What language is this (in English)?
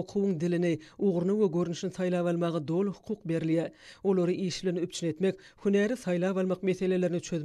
Turkmen